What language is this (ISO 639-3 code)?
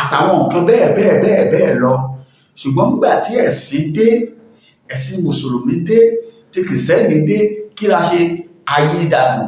yor